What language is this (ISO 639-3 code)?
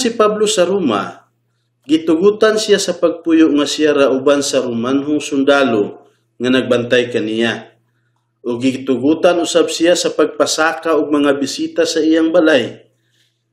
ceb